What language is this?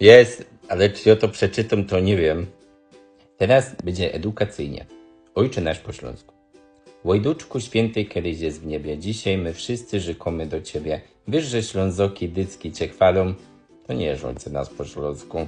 Silesian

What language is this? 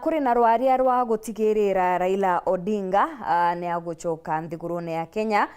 Meru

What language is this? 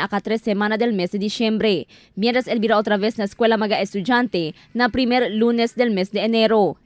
Chavacano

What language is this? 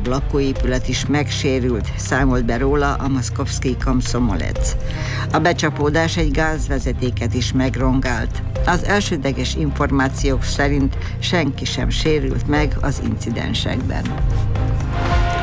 Hungarian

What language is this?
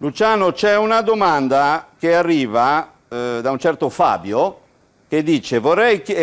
Italian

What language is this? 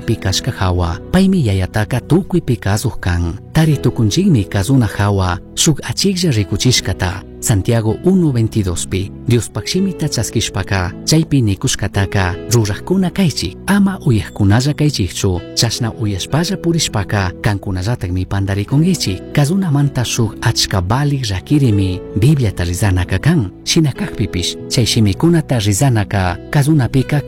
Chimborazo Highland Quichua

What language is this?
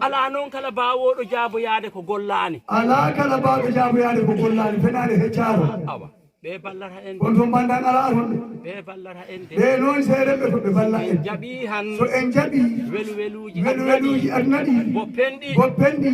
Fula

